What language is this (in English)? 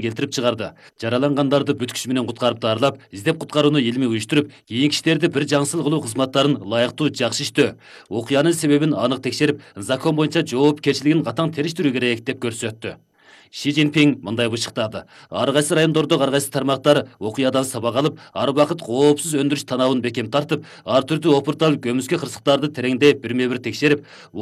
Kyrgyz